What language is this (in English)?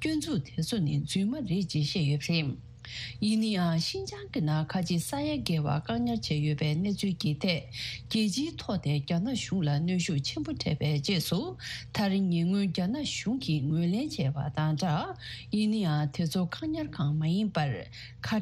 Tibetan